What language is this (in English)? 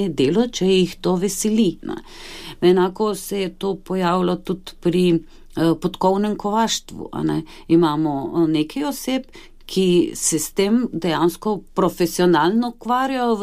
Slovenian